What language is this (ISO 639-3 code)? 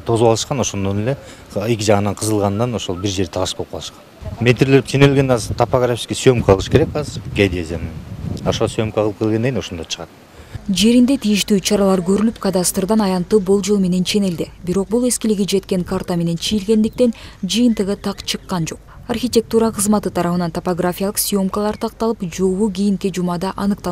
kir